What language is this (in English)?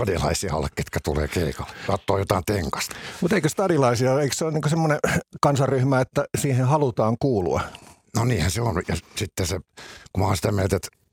Finnish